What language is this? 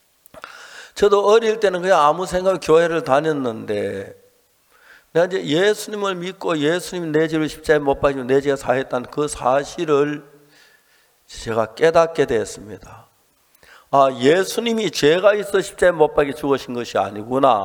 Korean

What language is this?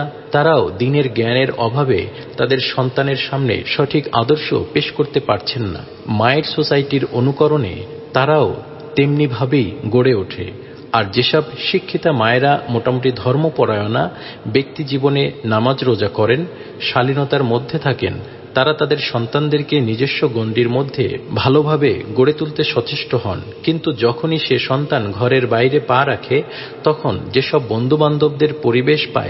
Bangla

